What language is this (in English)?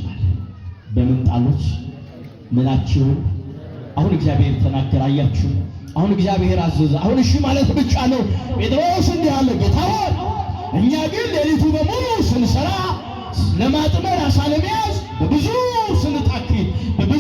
Amharic